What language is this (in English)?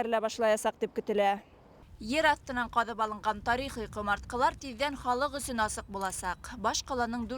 Bashkir